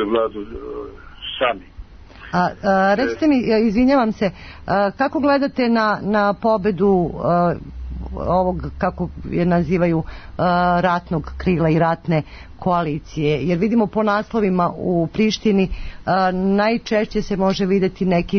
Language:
Serbian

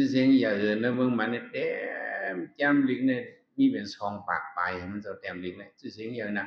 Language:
Shan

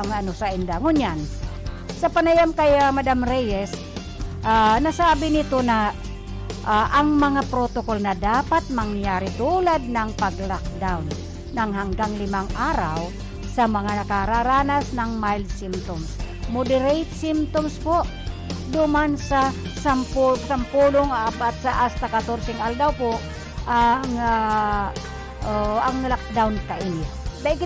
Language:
Bikol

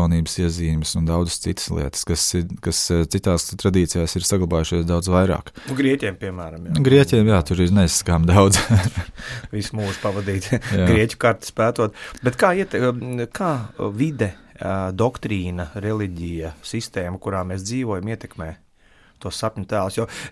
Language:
Latvian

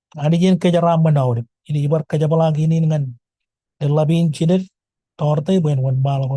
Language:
Marshallese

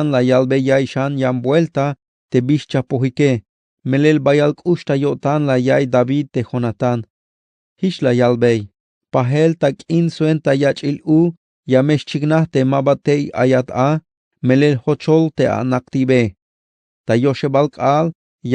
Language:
Tzeltal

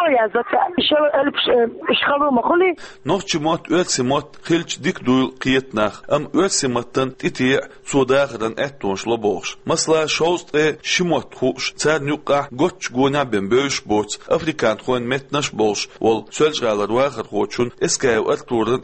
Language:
Chechen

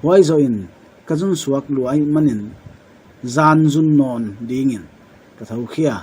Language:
Paite Chin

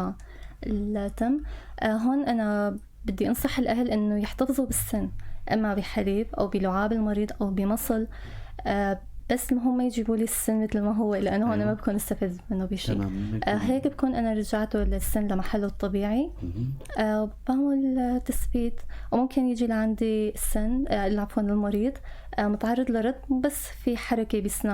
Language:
North Levantine Arabic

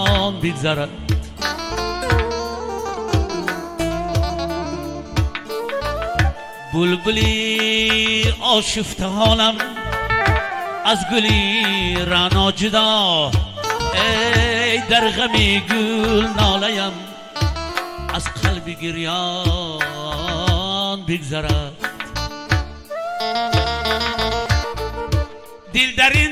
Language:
Persian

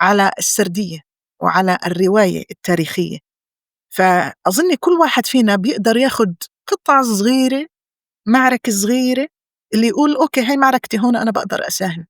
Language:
North Levantine Arabic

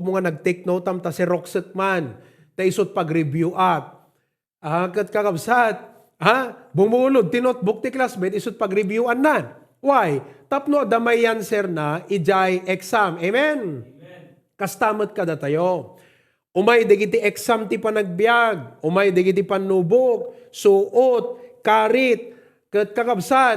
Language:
Iloko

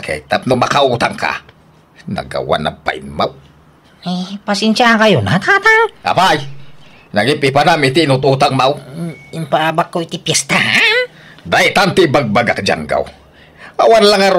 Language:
Iloko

